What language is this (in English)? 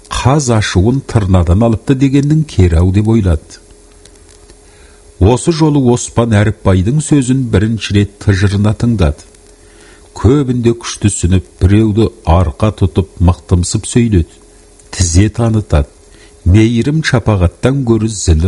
Kazakh